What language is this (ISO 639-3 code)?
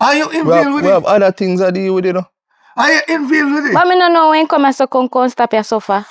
jam